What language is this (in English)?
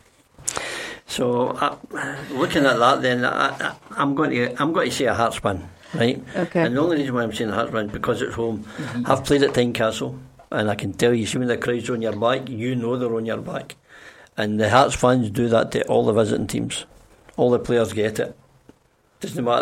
English